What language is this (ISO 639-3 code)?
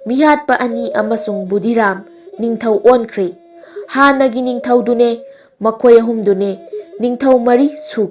mni